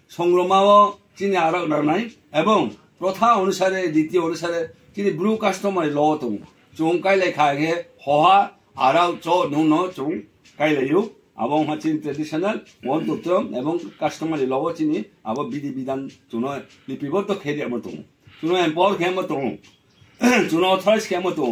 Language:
Riang (India)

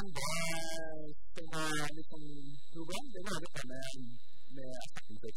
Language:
Norwegian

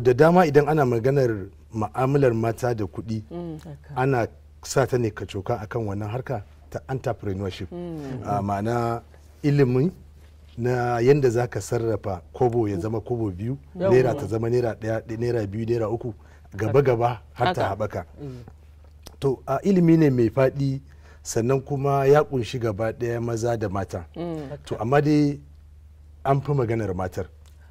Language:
Hausa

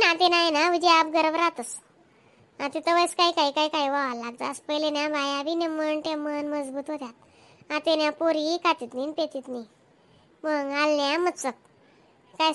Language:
Khandesi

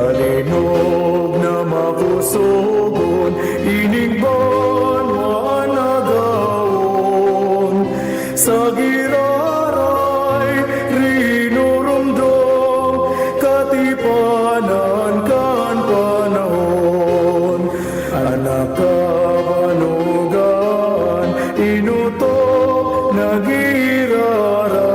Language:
Bikol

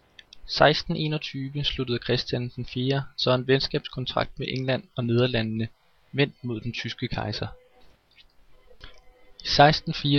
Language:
Danish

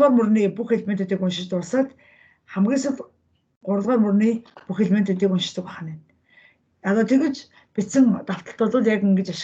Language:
Mongolian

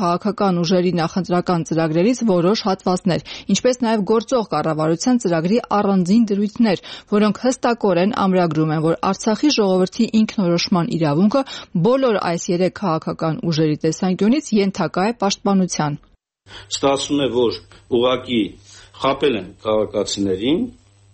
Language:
Armenian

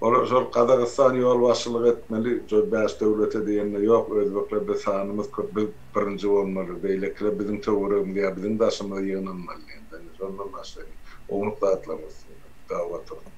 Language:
Turkmen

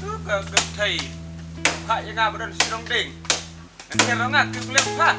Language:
Khasi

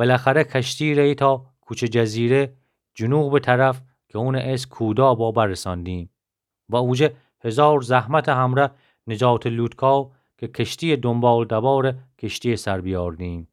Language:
Gilaki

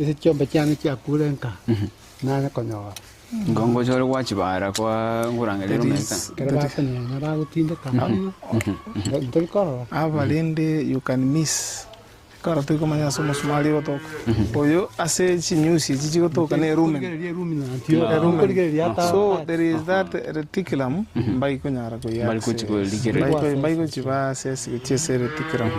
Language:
Gusii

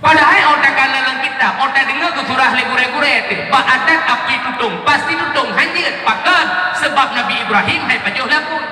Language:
Achinese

